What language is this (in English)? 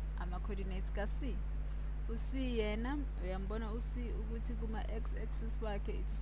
Zulu